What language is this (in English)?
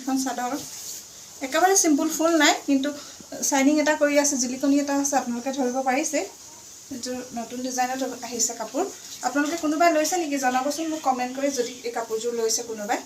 Assamese